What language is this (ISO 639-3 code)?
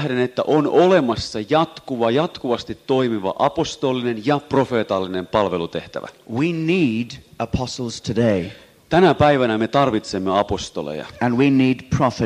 fin